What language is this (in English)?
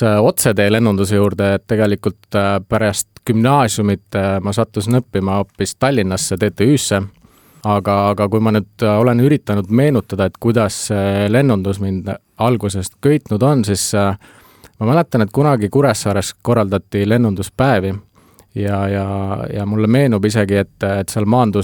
Estonian